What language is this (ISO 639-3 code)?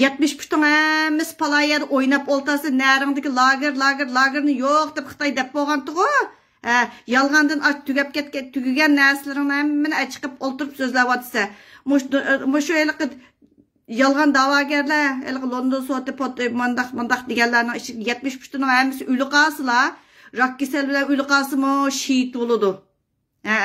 uig